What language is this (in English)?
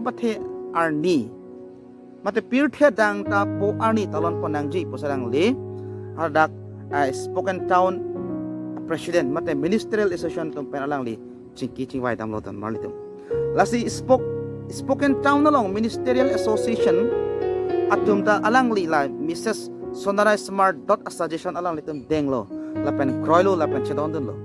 Karbi